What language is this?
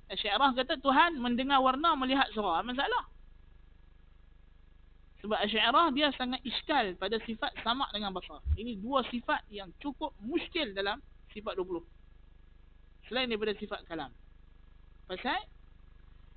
Malay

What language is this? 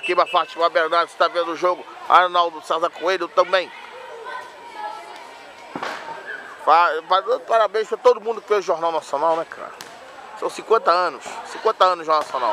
Portuguese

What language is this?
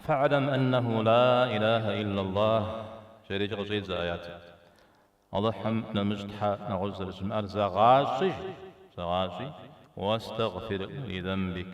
Kabardian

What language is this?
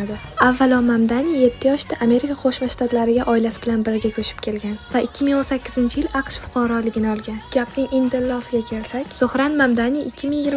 Uzbek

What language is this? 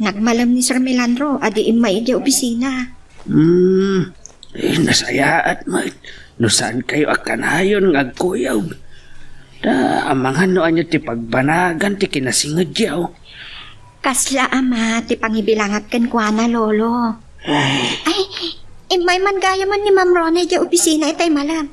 Iloko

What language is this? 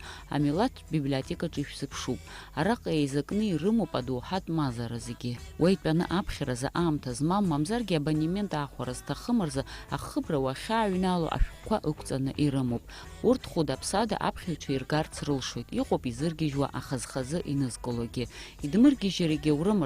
Abkhazian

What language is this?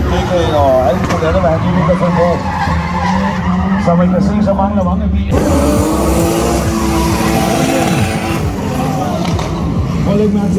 Danish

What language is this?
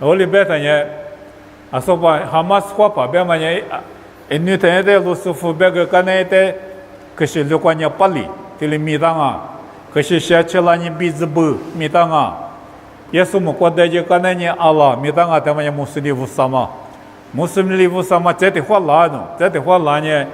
Lisu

